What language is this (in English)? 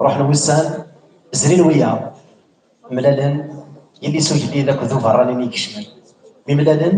Kabyle